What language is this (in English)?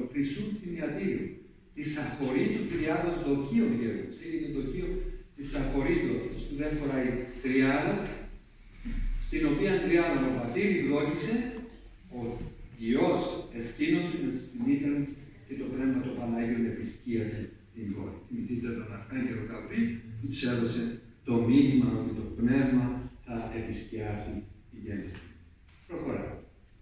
Greek